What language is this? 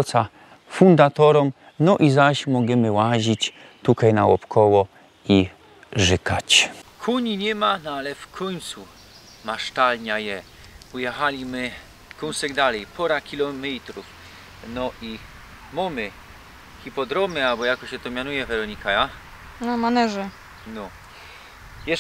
Silesian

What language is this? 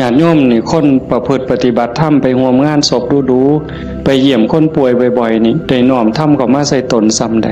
Northeastern Thai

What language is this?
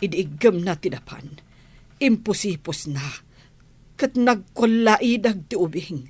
Iloko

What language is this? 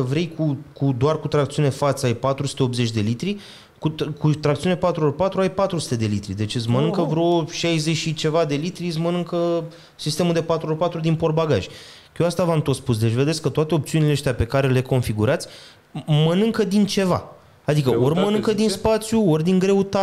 Romanian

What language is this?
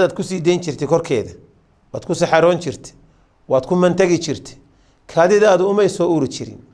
Somali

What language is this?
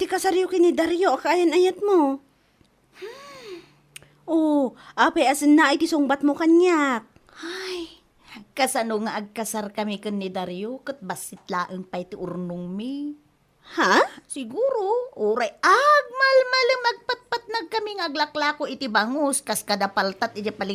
Iloko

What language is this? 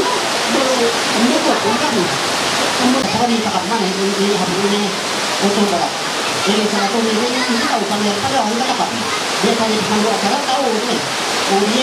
Ma'anyan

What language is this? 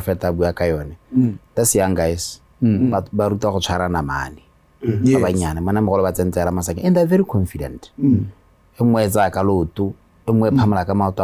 Tswana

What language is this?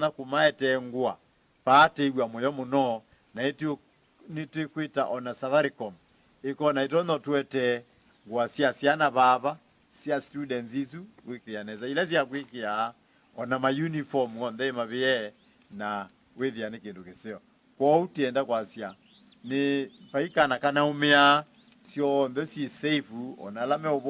Kamba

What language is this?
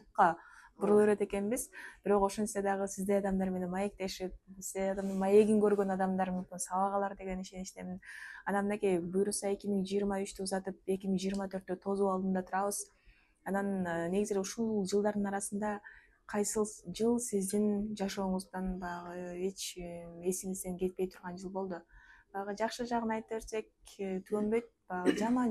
Kyrgyz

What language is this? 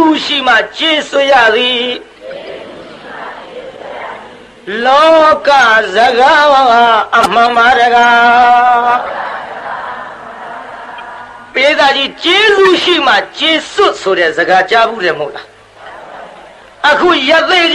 Burmese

